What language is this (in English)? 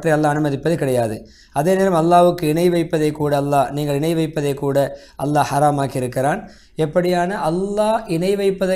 Tamil